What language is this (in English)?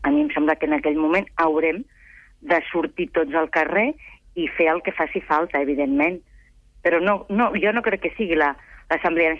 Catalan